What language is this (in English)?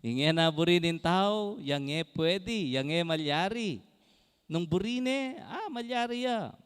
Pampanga